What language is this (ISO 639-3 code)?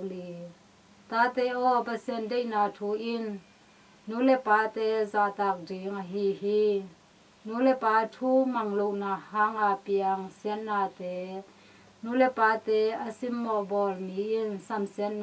ctd